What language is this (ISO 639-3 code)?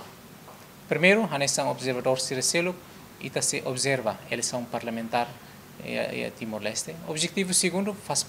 tet